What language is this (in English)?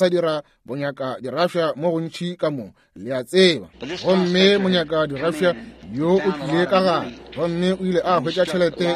Northern Sotho